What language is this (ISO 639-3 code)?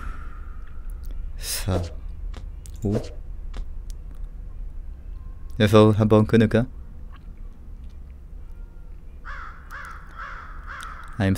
kor